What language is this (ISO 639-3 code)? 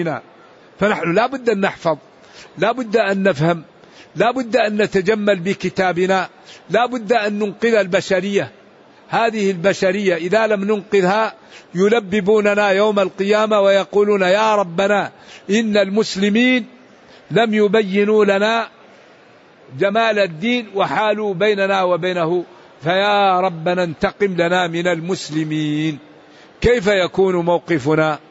ara